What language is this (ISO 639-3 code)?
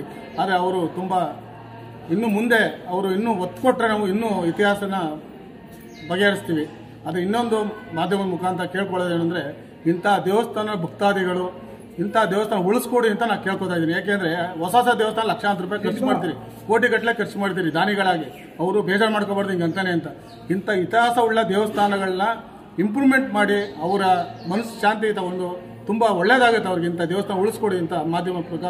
kan